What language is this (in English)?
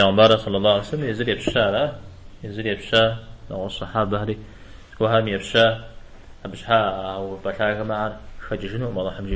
Kabardian